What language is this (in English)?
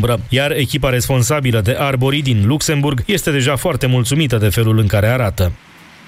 Romanian